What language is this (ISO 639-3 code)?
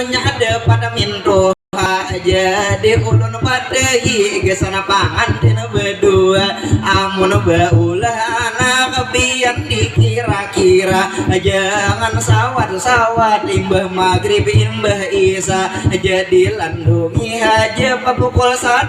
bjn